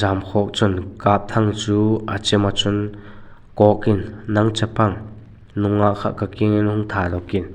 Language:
Vaiphei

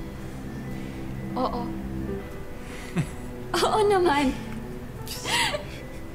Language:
Filipino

